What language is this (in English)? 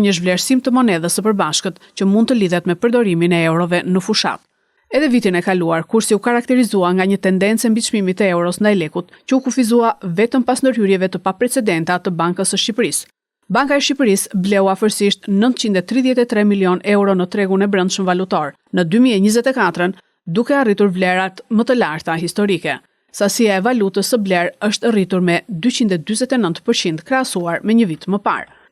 Albanian